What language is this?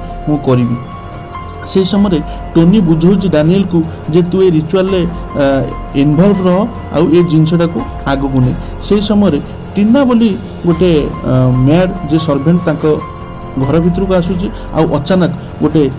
Odia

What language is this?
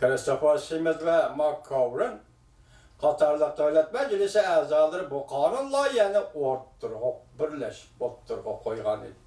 Uyghur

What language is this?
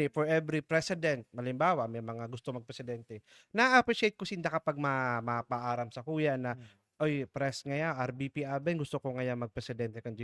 Bikol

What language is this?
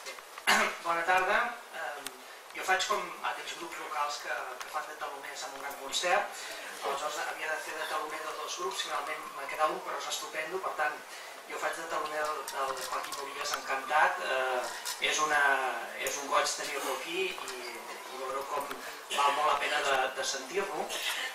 Catalan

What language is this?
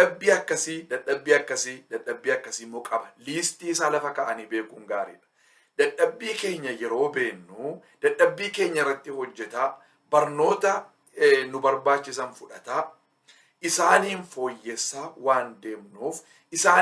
Oromo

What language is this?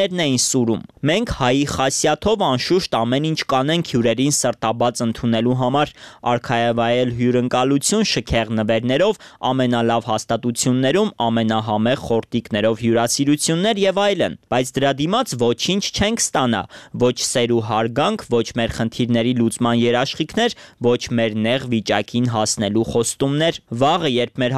Armenian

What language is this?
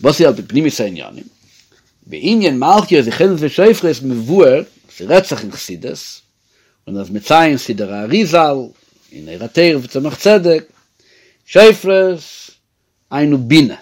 Yiddish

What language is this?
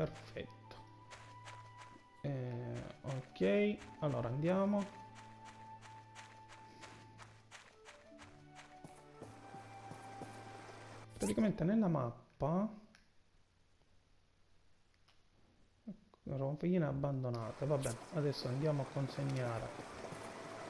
Italian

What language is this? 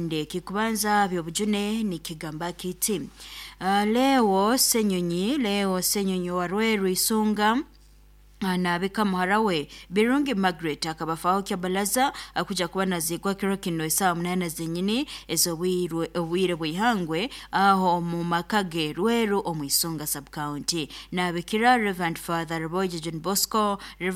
Nyoro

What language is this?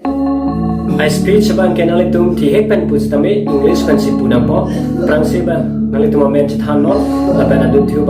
Karbi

